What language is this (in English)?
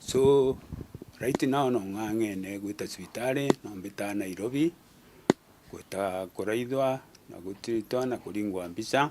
Meru